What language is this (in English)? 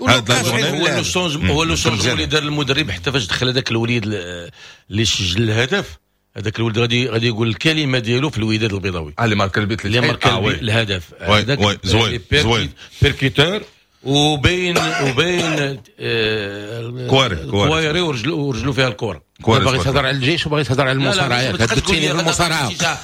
Moroccan Arabic